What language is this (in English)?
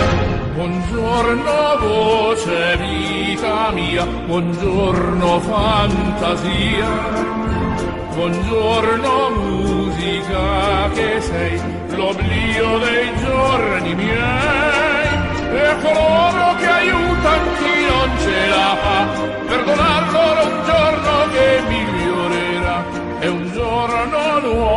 Italian